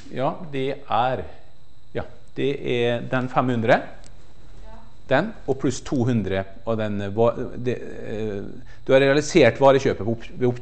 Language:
Norwegian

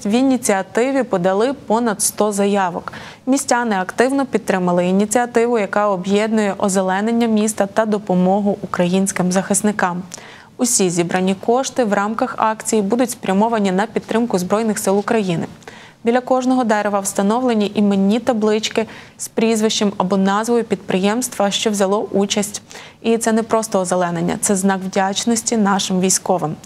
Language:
Ukrainian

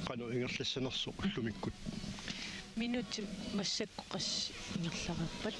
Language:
Kalaallisut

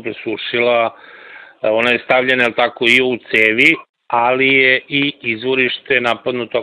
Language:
Serbian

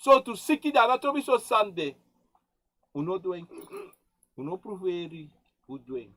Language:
Sranan Tongo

